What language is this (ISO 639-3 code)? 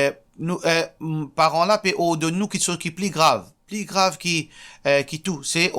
mfe